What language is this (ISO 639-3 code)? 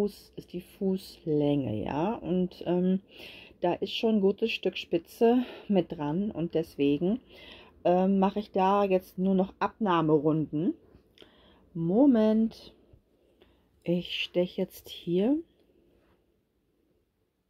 deu